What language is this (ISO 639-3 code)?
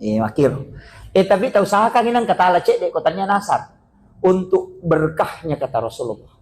bug